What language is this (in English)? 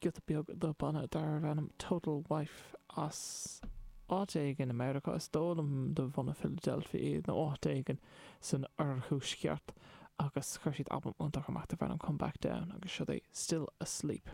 Irish